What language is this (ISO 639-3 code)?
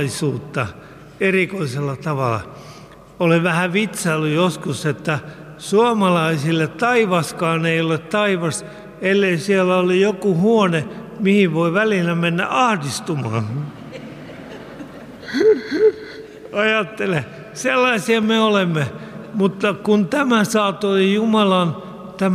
fin